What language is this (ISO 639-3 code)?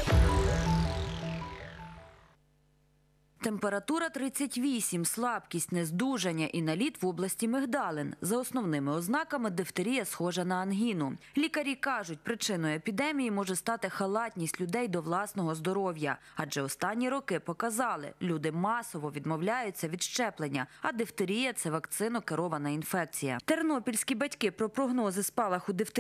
ukr